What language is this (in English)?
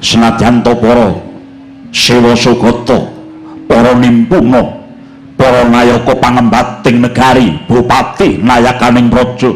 Javanese